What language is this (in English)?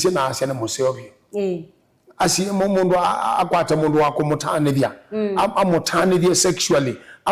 Kamba